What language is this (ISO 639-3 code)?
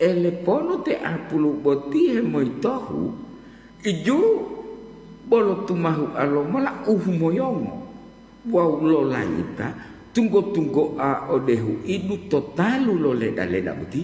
gor